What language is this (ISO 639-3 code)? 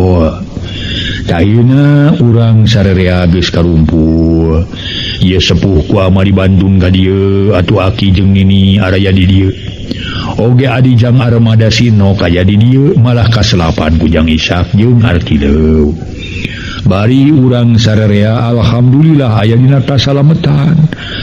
sun